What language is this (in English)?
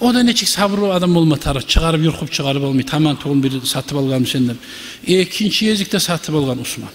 Kumyk